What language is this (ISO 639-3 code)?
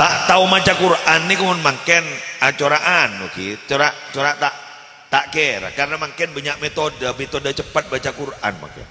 mad